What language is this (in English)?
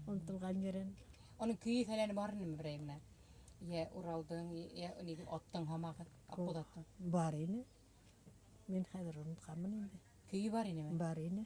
Bashkir